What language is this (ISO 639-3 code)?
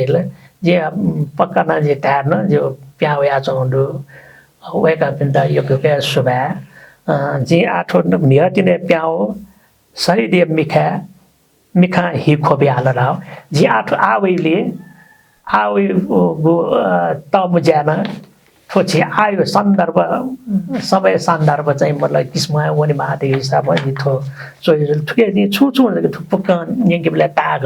new